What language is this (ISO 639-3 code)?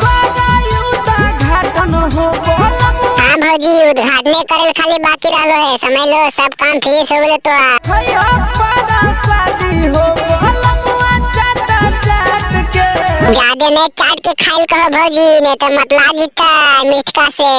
mag